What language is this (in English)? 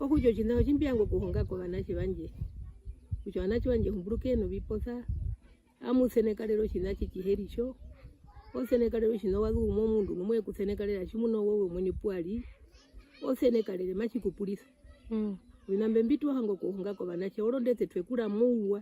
Herero